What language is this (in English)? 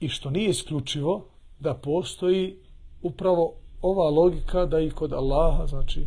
Bosnian